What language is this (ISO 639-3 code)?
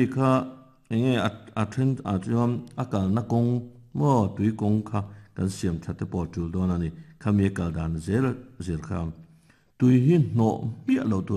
lus